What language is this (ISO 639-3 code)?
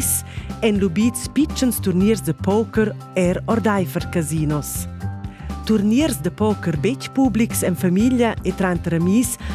roh